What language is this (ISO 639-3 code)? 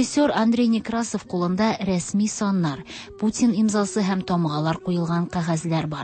tat